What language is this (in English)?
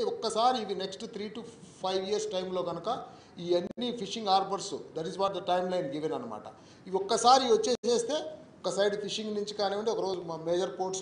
Telugu